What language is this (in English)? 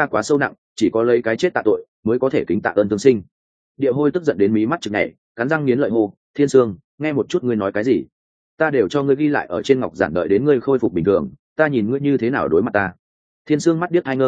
Vietnamese